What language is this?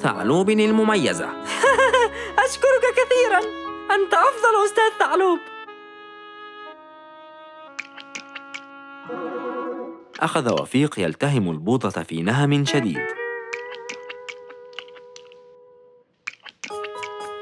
Arabic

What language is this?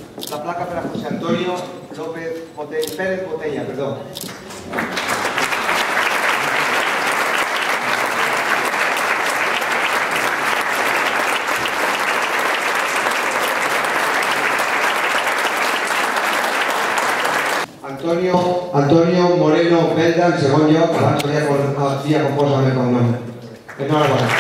Catalan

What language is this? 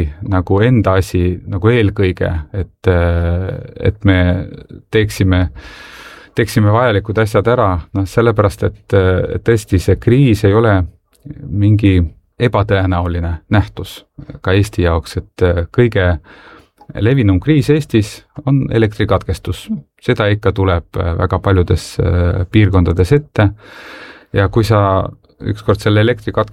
Estonian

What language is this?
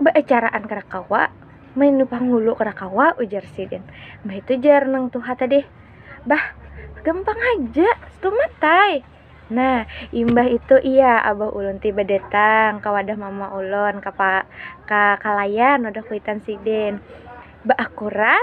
Banjar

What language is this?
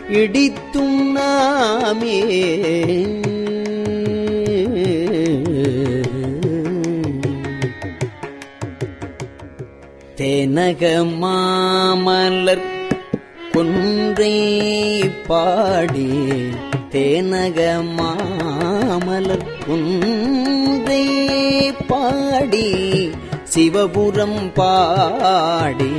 Tamil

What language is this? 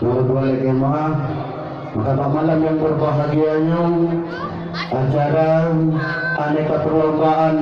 Achinese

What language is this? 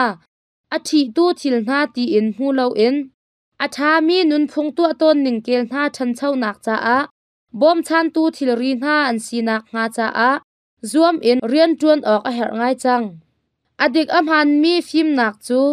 Hakha Chin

